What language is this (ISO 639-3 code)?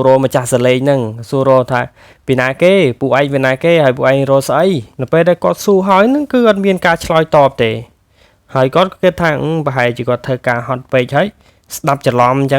khm